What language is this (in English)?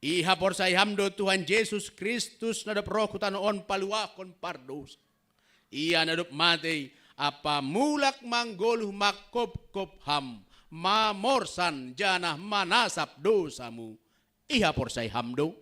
Batak Simalungun